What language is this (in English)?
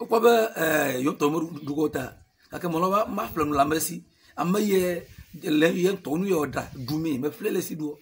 Ewe